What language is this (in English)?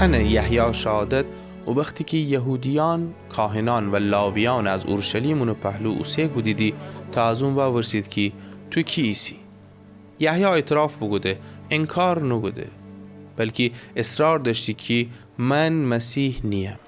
Gilaki